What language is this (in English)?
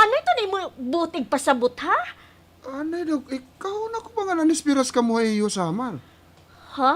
Waray